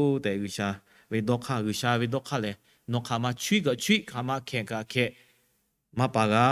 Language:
Lahu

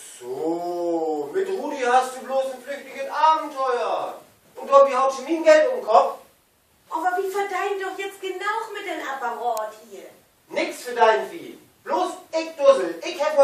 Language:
Low German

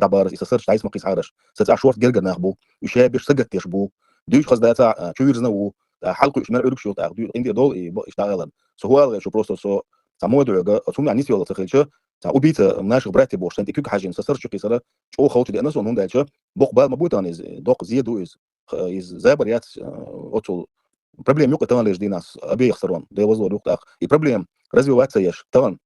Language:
Chechen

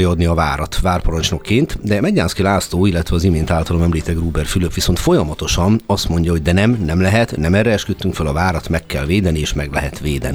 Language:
Hungarian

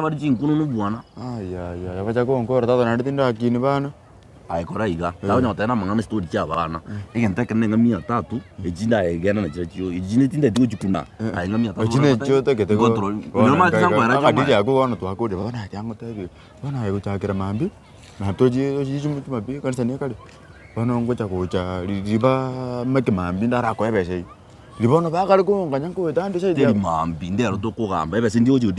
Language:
Gusii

